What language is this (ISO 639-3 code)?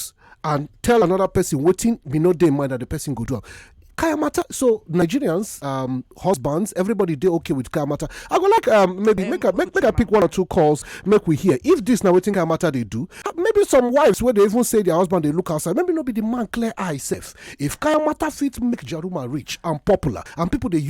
pcm